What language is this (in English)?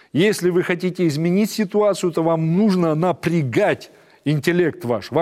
Russian